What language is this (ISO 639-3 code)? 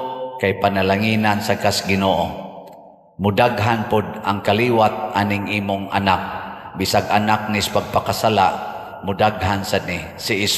ceb